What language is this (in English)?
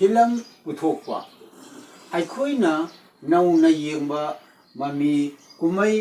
Manipuri